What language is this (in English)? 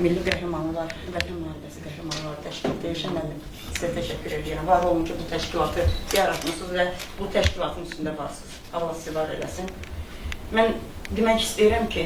Azerbaijani